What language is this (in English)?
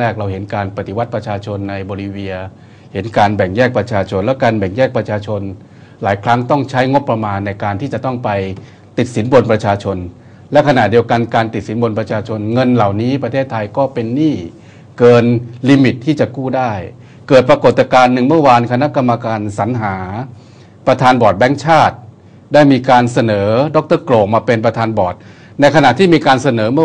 Thai